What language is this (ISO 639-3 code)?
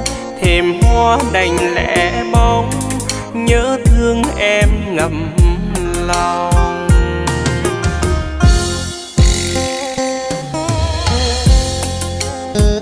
vie